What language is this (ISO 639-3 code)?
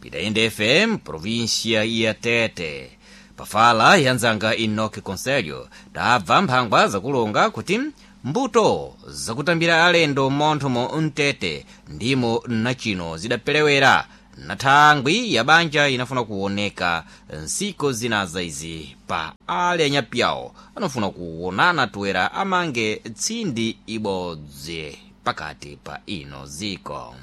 seh